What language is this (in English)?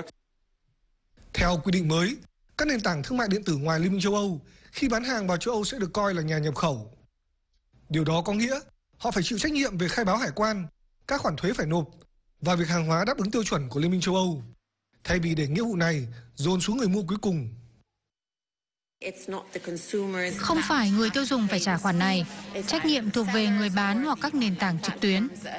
Vietnamese